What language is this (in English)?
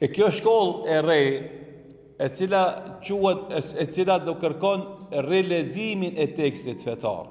Albanian